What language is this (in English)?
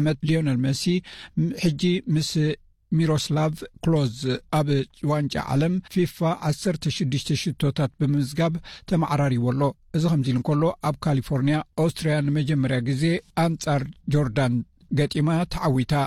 Tigrinya